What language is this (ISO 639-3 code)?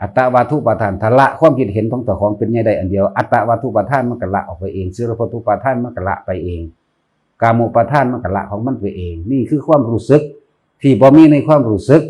tts